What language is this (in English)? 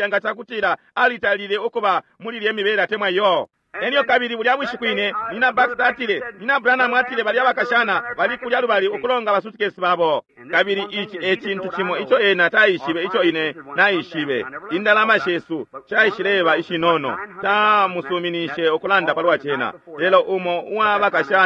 Bemba